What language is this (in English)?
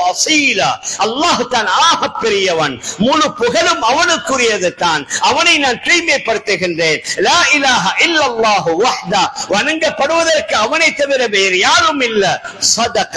Tamil